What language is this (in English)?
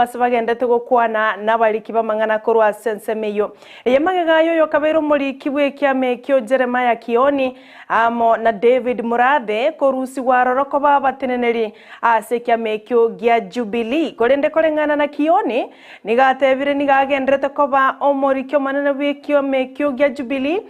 Gusii